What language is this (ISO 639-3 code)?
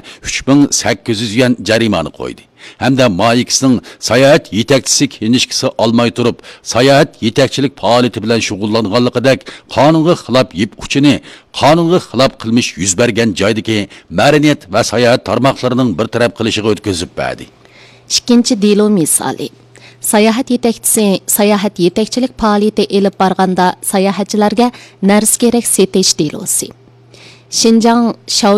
uig